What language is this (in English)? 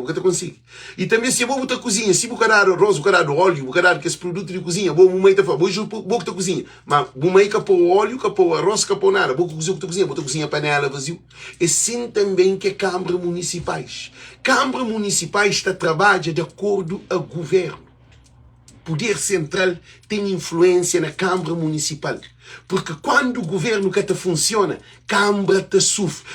Kabuverdianu